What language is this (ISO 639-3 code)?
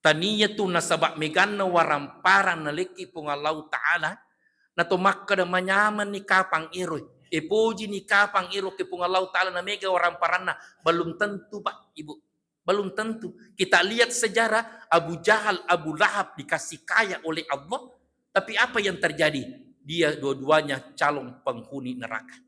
bug